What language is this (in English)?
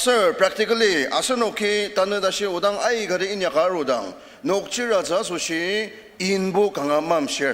Ao Naga